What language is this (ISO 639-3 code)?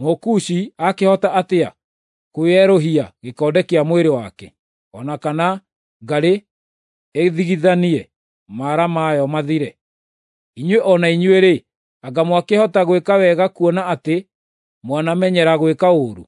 kik